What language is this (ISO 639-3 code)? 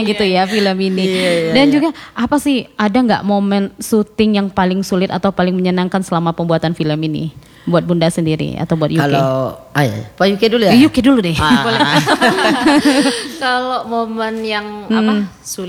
ind